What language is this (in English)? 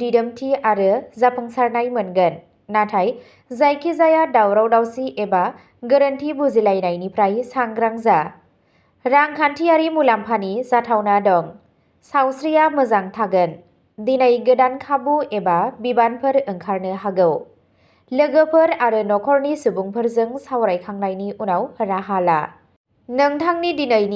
Bodo